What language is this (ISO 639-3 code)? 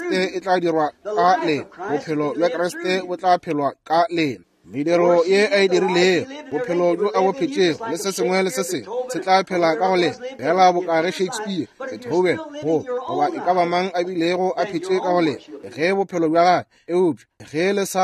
nso